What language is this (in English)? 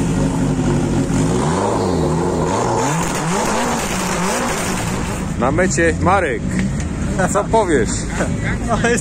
Polish